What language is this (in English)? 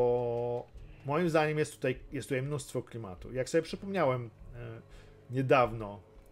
Polish